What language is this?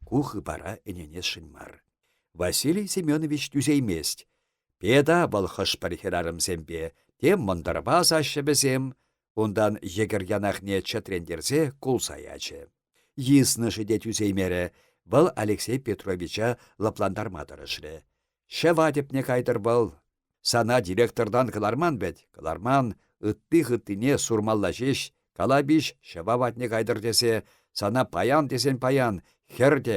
Chuvash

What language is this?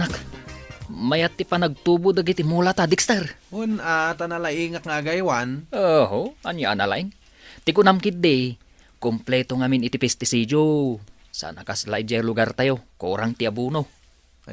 Iloko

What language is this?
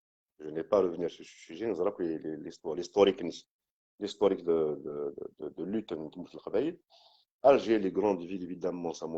Kabyle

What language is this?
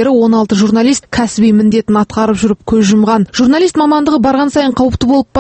Kazakh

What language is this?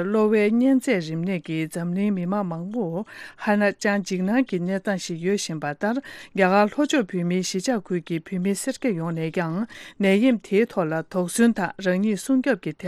Tibetan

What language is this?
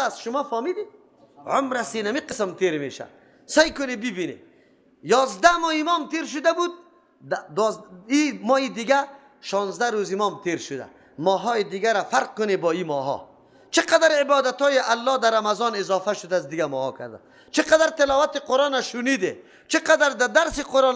Persian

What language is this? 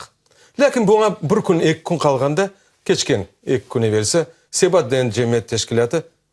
Crimean Tatar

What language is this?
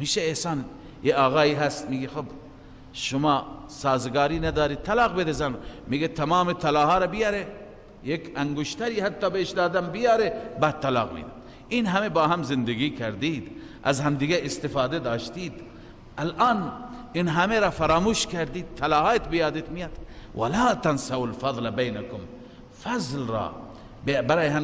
Persian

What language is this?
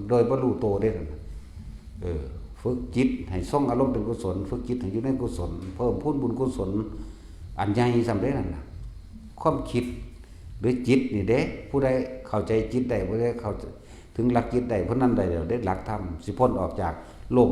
Northeastern Thai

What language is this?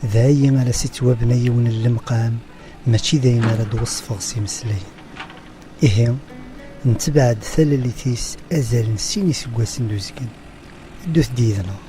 Kabyle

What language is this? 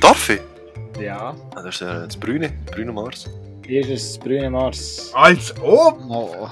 Swiss German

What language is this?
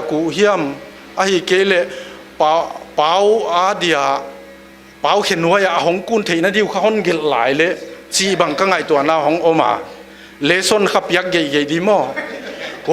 Paite Chin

